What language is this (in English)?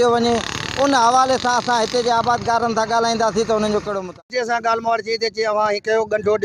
Sindhi